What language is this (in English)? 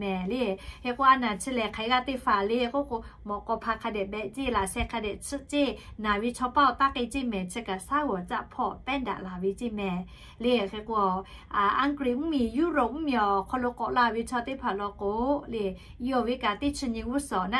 Lahu